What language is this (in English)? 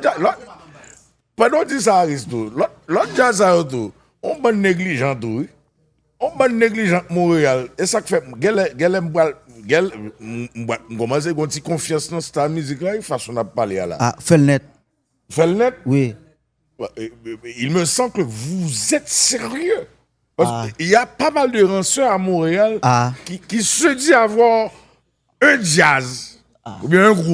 Haitian Creole